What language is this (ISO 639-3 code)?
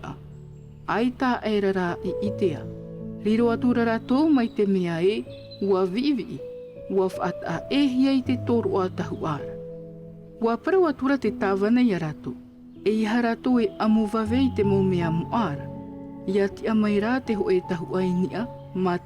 tah